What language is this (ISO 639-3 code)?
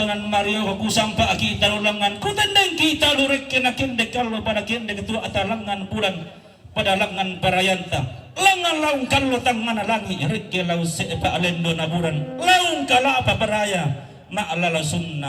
sda